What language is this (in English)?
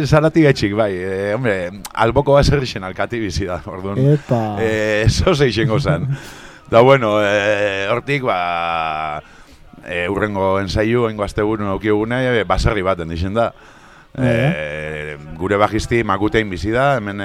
Basque